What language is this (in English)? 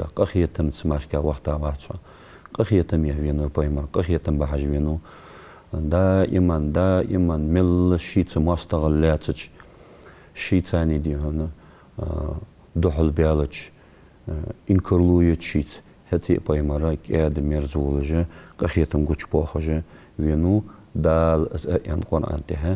Ingush